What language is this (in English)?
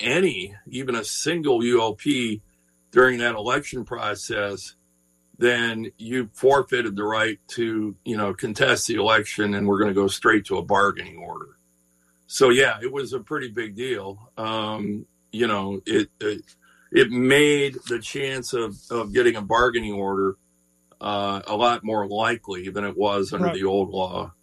English